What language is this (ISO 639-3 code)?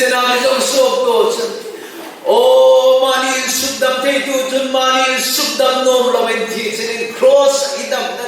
hmr